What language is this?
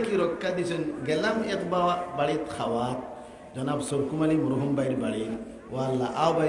Sylheti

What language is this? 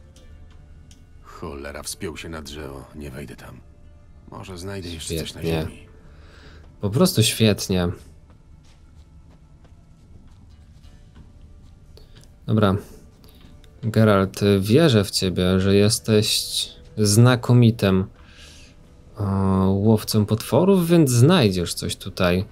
Polish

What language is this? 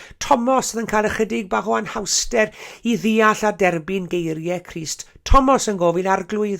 Welsh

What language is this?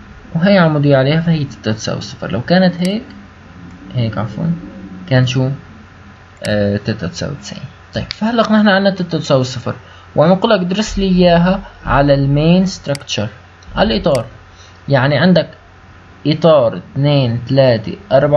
North Levantine Arabic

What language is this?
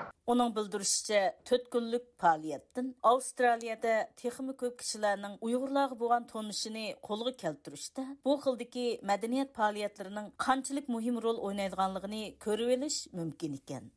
Uyghur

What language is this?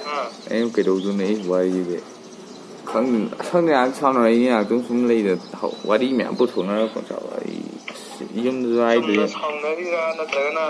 Manipuri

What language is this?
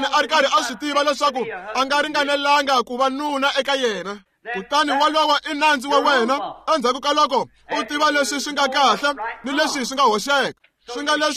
Tsonga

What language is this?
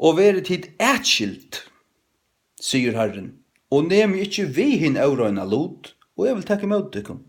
Faroese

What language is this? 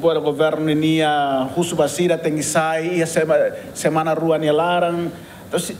Tetum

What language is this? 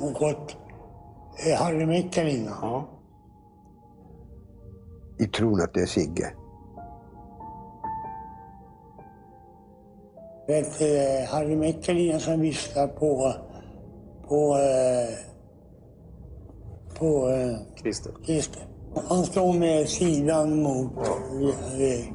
Swedish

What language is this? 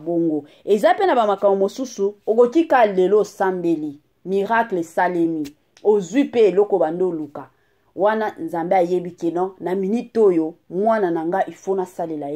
Lingala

